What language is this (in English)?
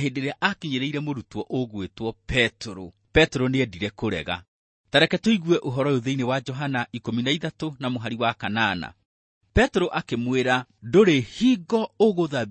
Kikuyu